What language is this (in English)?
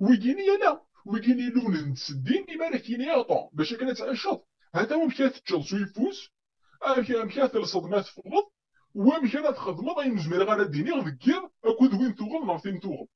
Kabyle